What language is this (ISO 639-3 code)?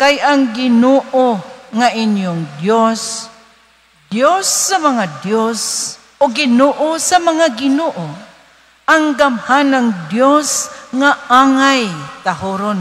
ceb